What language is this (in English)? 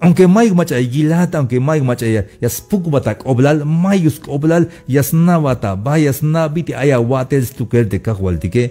Tzeltal